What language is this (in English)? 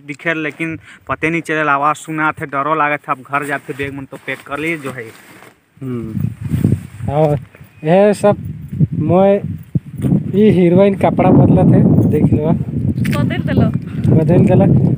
Sadri